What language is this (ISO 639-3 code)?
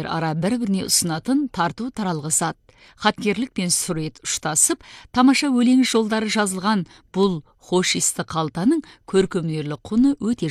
kaz